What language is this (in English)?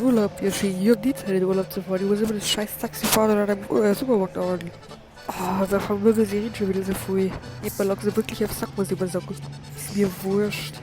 Bavarian